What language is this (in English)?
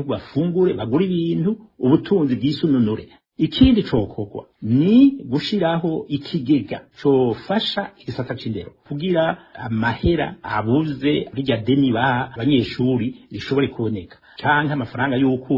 Rundi